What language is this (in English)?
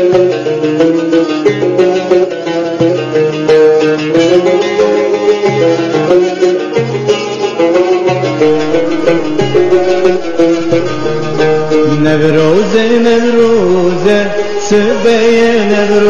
Persian